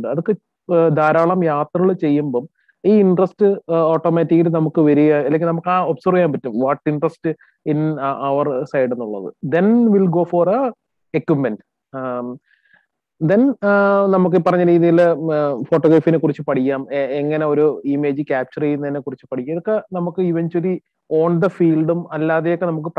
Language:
Malayalam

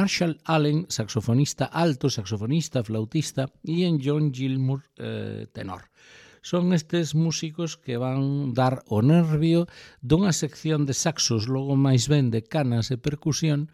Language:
Galician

